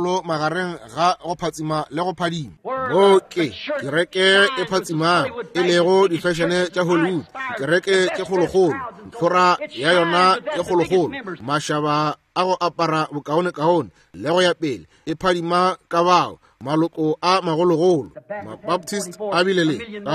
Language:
Northern Sotho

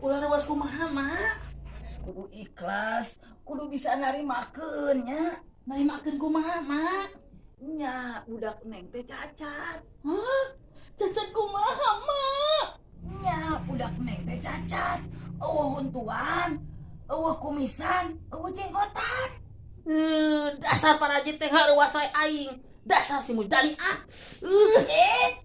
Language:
Sundanese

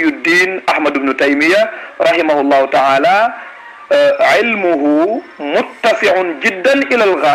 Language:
Wolof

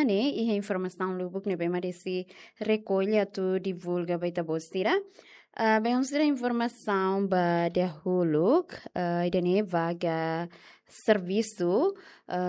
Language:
Tetum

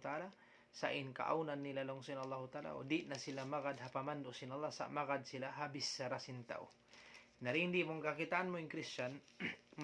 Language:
Tausug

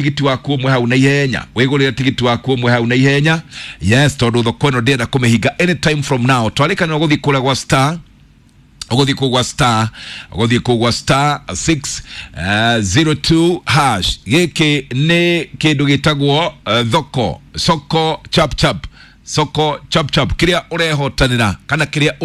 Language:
Kikuyu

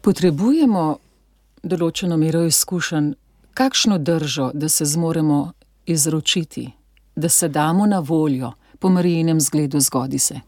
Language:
Slovenian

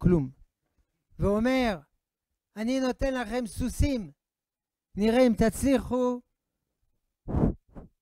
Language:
Hebrew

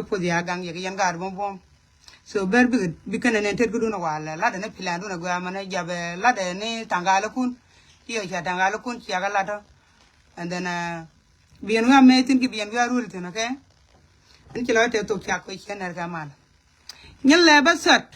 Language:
Nuer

